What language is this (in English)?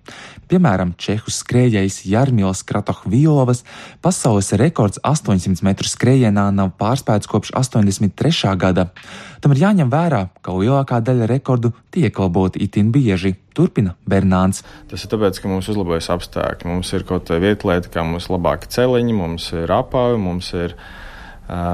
Latvian